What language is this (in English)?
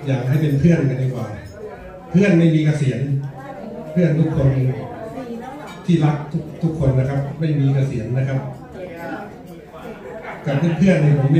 Thai